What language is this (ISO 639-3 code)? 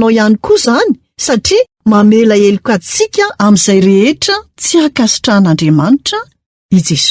mlg